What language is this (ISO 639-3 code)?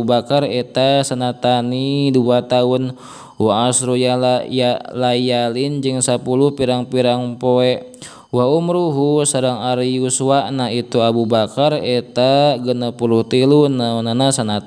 sun